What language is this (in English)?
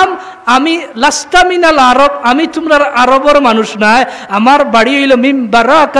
Sylheti